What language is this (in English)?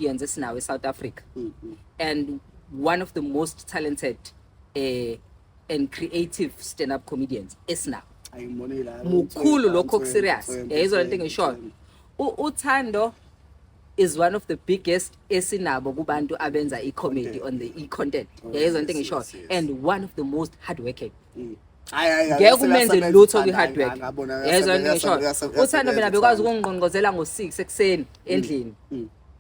Zulu